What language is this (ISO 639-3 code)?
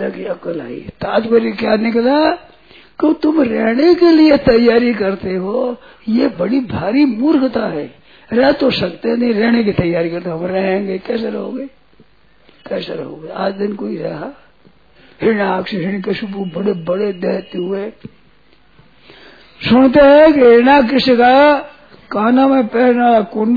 hin